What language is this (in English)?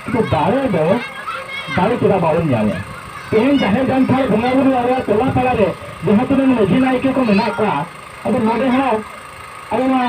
Santali